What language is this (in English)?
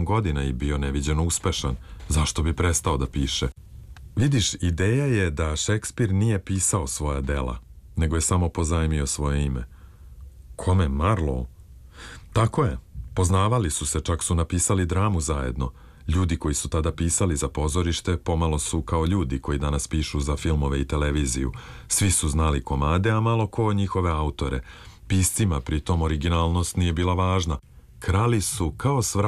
Serbian